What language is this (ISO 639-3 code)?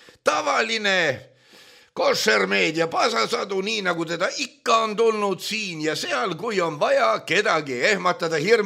est